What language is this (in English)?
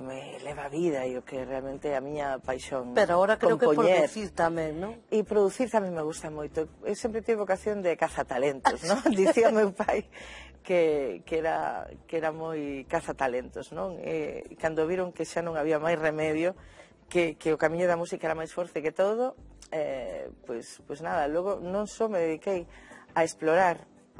Galician